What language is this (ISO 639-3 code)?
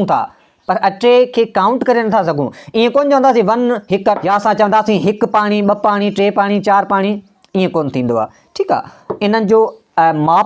snd